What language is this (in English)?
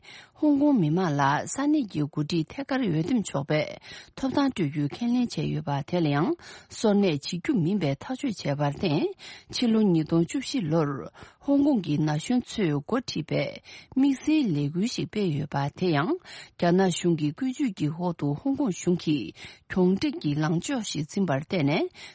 Tibetan